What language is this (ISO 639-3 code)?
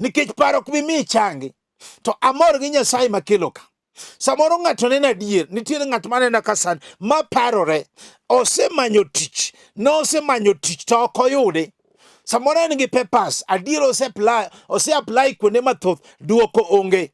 luo